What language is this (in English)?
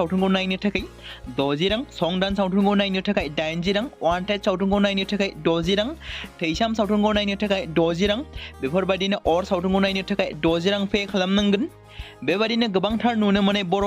Bodo